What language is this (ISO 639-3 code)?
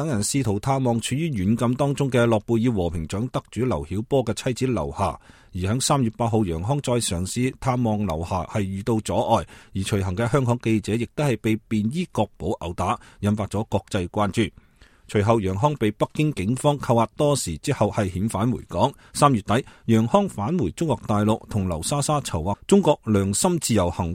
yue